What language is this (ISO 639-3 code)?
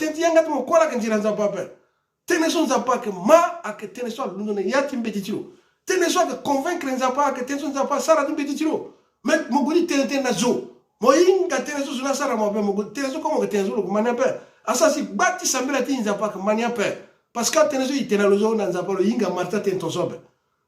sag